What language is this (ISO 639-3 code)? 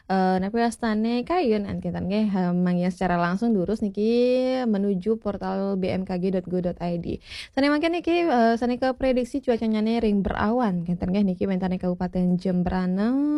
ban